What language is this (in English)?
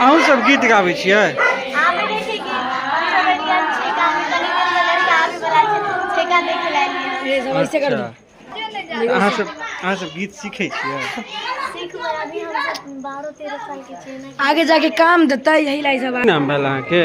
Maithili